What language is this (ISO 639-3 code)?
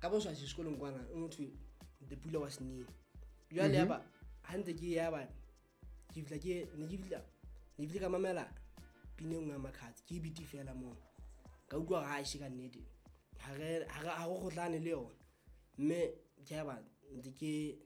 sot